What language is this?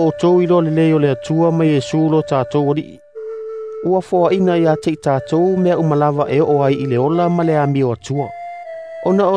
Samoan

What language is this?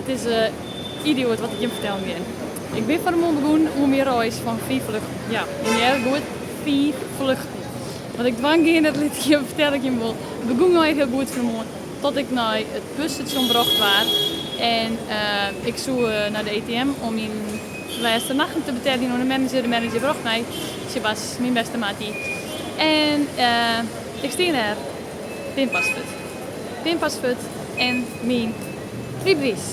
Western Frisian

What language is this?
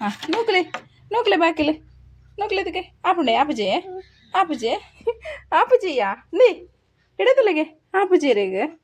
Tulu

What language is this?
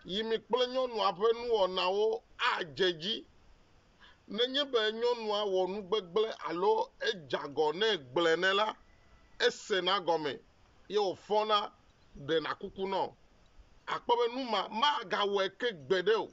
Ewe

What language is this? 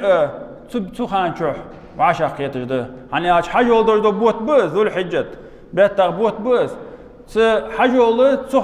Ingush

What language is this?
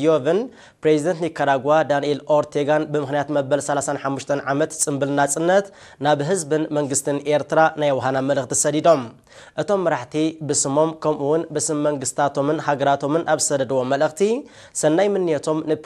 Tigrinya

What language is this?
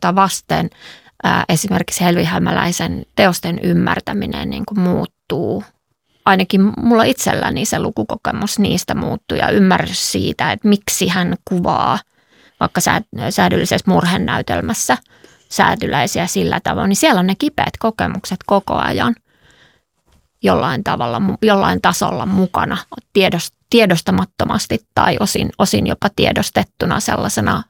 Finnish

